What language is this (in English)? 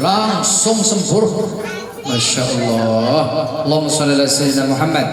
Banjar